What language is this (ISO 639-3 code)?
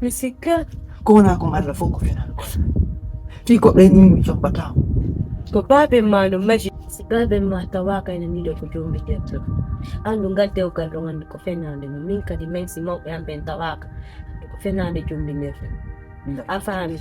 fuf